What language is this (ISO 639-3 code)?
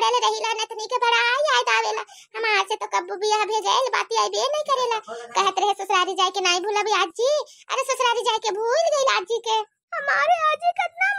bho